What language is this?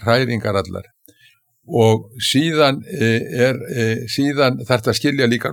Icelandic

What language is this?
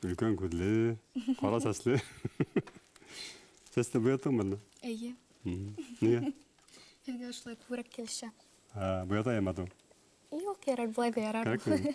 Bashkir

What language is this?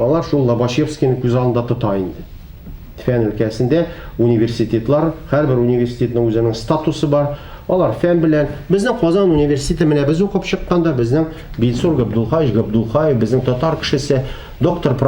Tatar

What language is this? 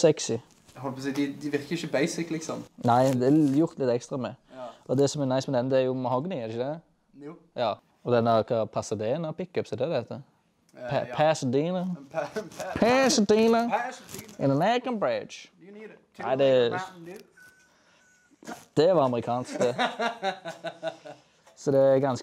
Norwegian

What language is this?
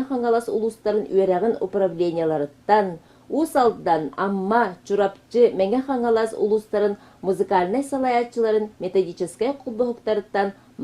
Yakut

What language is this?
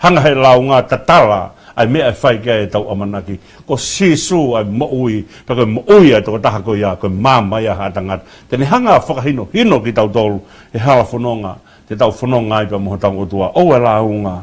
Tongan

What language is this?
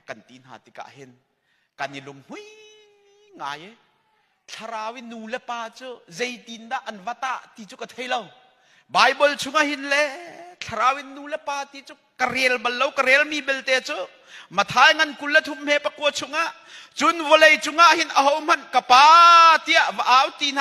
Hakha Chin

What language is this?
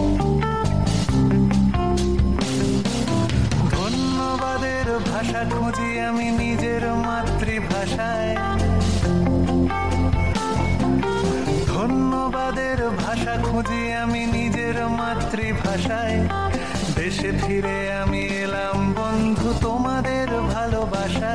Bangla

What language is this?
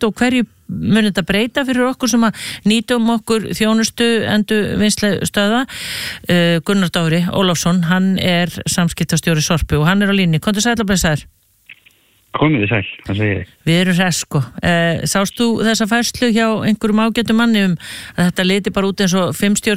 Icelandic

